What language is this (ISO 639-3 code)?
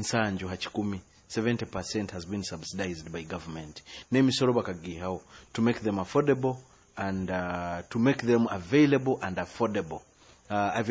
nyo